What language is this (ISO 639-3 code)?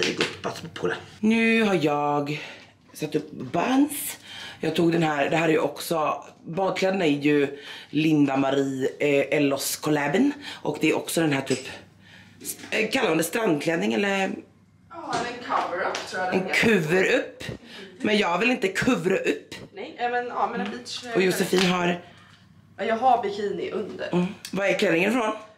swe